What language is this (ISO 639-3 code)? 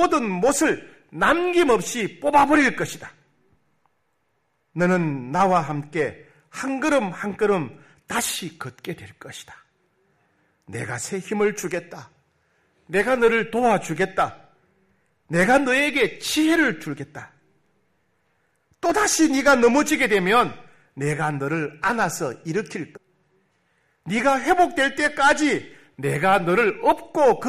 kor